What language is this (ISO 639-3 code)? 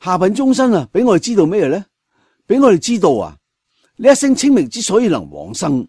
yue